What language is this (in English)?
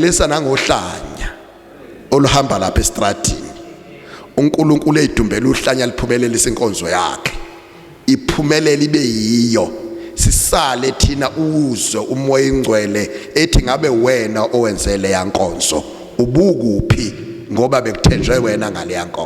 Zulu